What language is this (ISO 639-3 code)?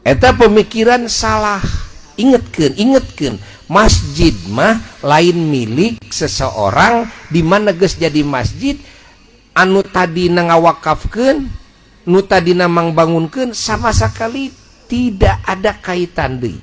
sun